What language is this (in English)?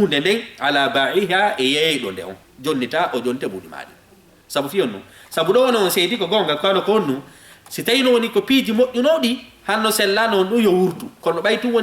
Fula